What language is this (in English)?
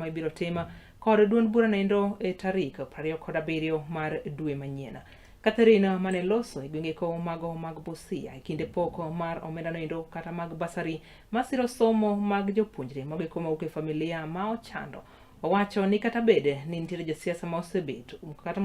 Luo (Kenya and Tanzania)